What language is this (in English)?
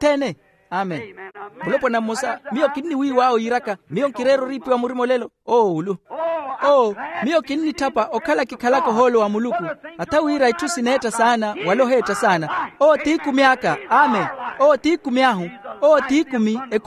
Makhuwa